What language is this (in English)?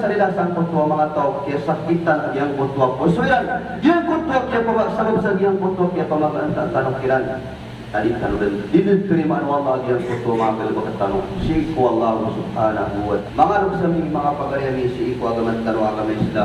Maranao